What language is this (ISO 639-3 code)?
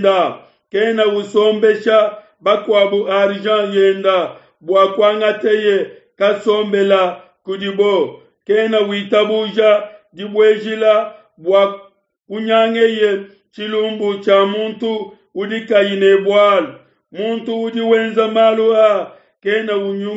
lua